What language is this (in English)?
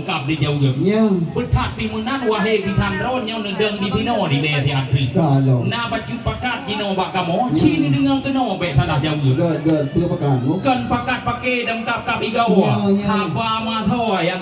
Achinese